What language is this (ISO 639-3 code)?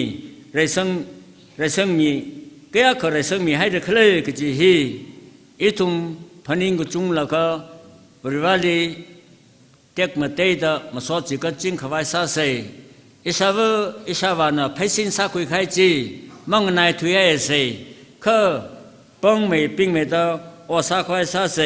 nmf